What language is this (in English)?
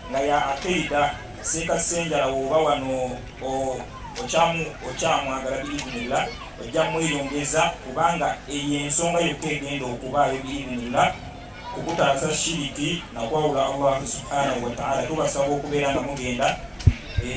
Ganda